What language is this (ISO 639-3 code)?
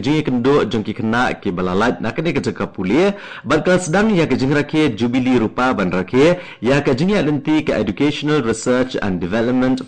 kha